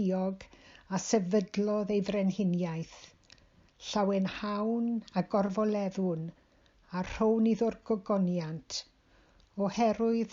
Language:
Welsh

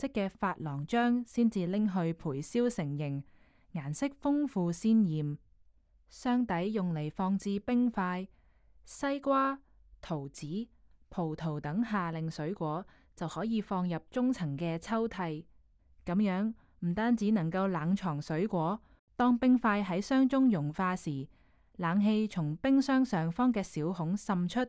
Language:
Cantonese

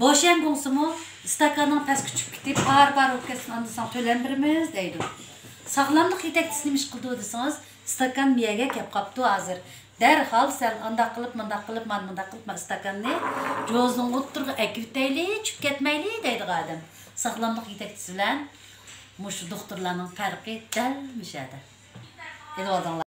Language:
Uyghur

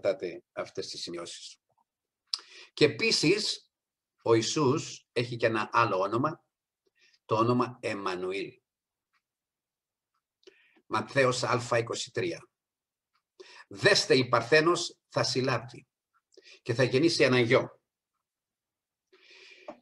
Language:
Greek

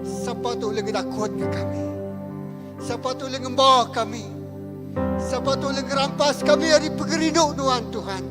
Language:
Iban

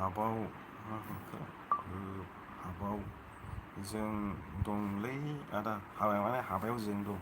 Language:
Bodo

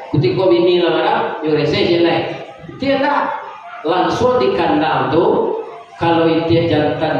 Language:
Minangkabau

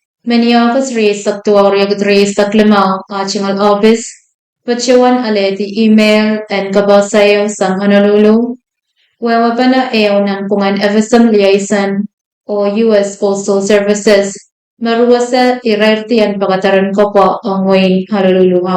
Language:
Pohnpeian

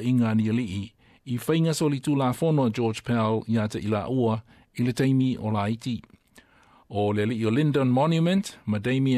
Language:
Samoan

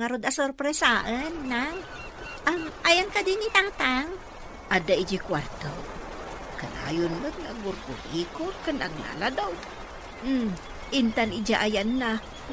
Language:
Iloko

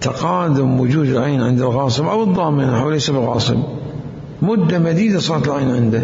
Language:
Mesopotamian Arabic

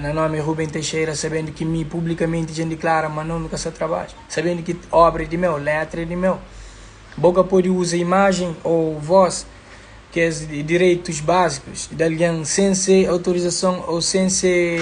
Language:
Kabuverdianu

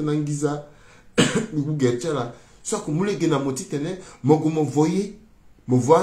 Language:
Sango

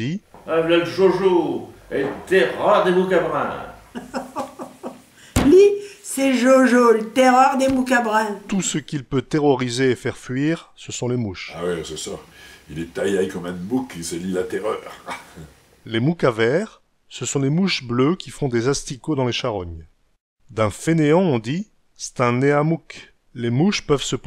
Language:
Picard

